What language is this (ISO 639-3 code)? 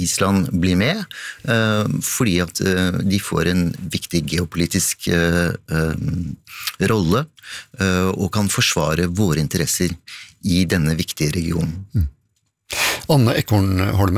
nor